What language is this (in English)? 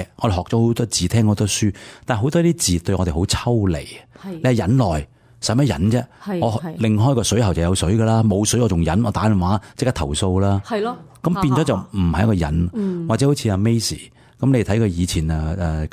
Cantonese